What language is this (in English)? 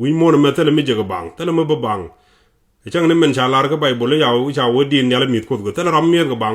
Nuer